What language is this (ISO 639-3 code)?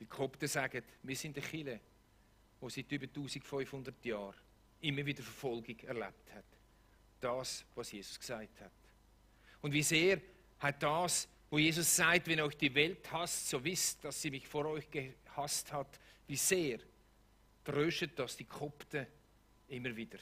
gsw